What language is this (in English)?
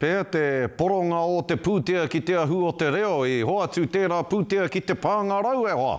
Māori